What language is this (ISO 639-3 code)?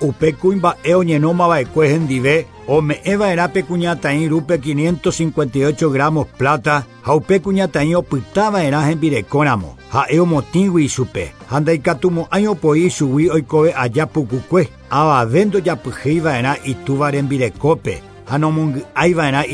grn